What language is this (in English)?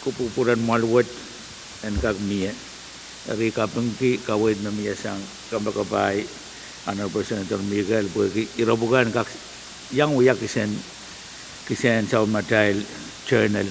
Pohnpeian